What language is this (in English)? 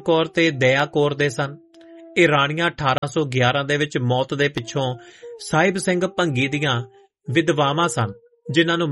Punjabi